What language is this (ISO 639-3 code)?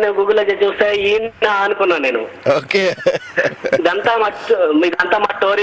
tel